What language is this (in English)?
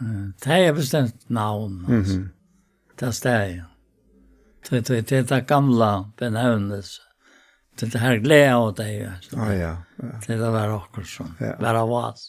Faroese